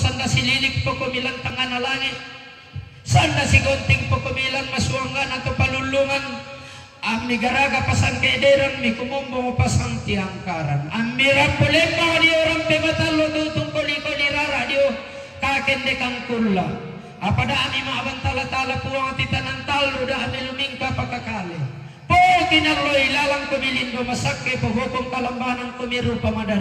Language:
Toraja-Sa'dan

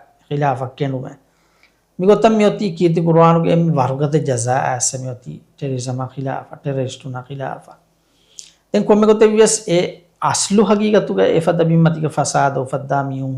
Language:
Divehi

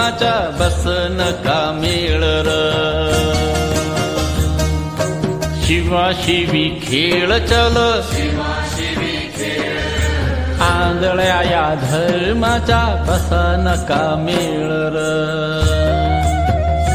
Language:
Marathi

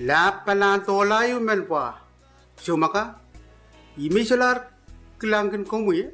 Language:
Pohnpeian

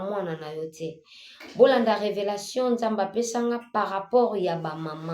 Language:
Lingala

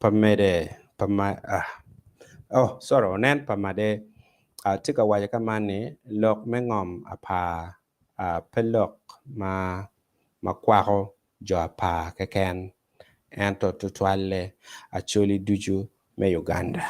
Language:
Acoli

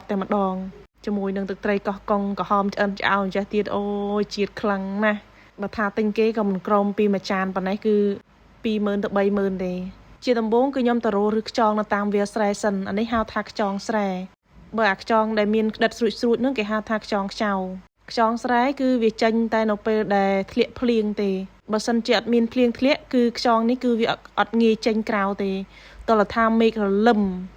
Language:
Khmer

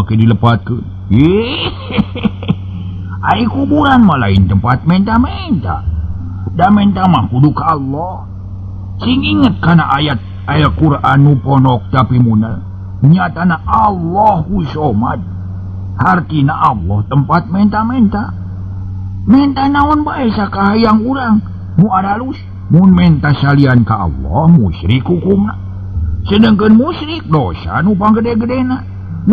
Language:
Sundanese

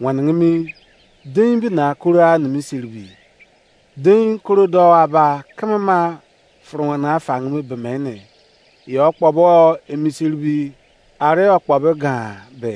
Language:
Izon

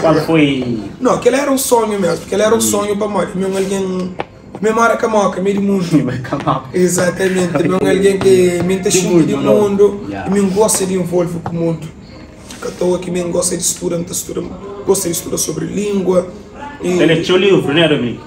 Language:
Kabuverdianu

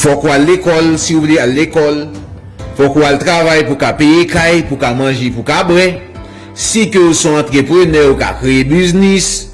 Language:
Haitian Creole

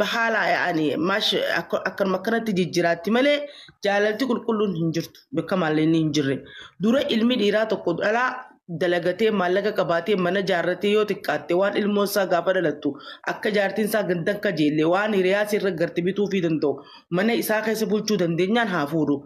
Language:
Oromo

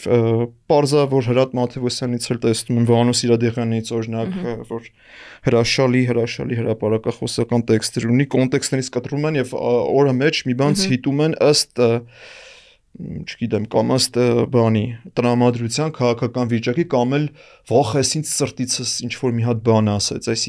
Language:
Armenian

